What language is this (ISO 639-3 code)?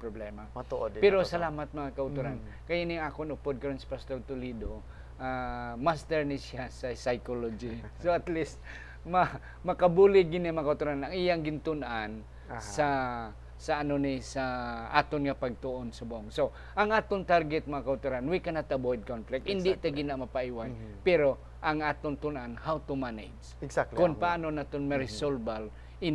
hil